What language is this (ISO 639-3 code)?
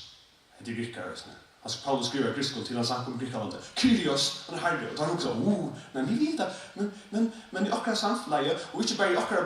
fao